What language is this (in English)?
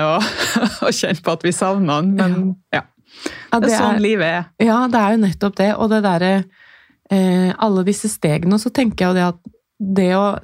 Norwegian